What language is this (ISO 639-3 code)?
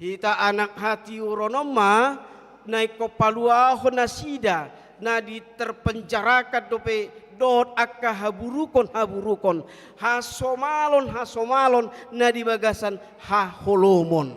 bbc